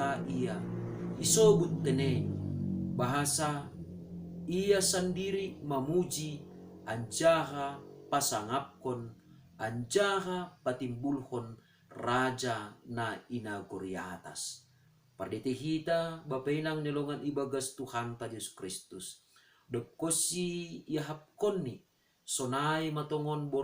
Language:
Batak Simalungun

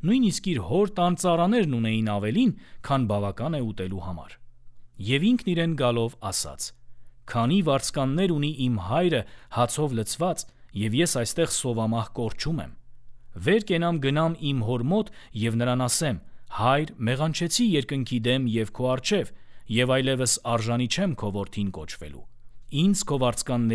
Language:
Armenian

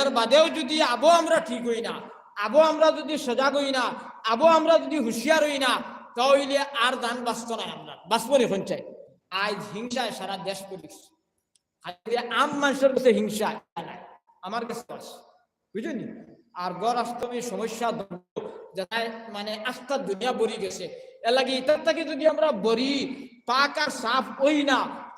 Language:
Sylheti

